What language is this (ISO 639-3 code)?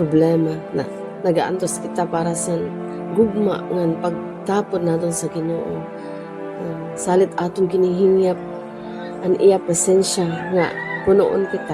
war